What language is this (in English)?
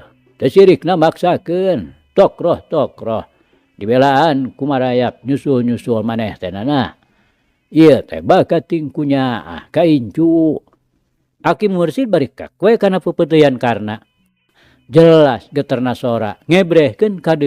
Sundanese